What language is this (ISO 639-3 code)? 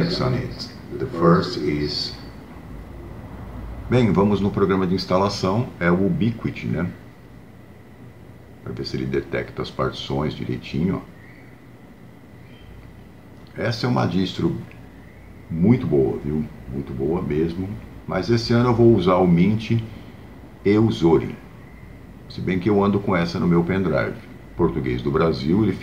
por